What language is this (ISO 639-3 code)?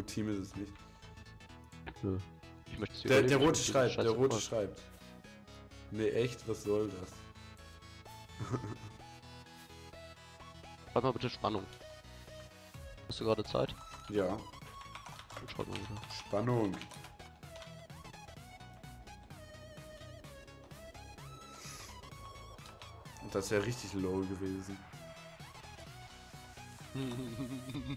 deu